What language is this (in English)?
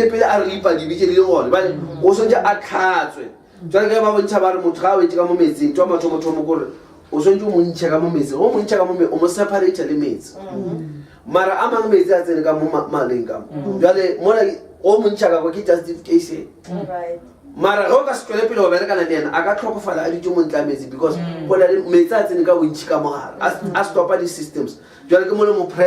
Northern Sotho